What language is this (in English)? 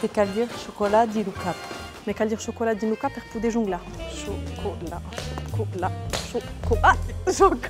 Occitan